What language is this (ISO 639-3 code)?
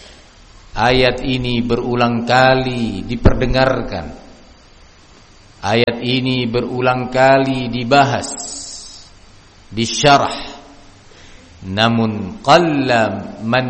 ind